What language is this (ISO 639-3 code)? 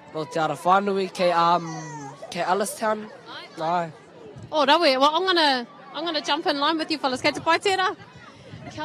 mri